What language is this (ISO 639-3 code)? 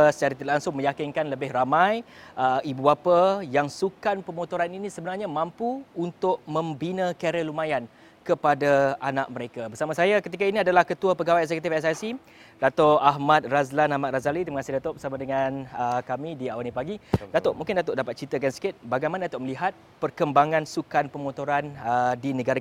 msa